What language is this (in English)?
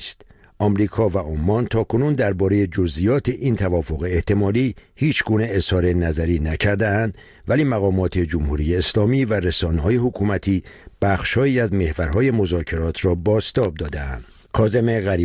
Persian